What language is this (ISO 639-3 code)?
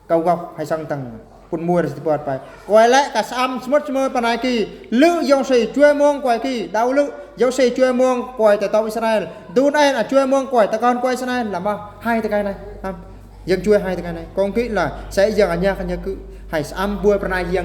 bru